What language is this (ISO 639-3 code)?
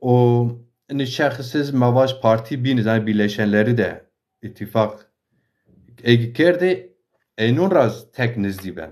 zza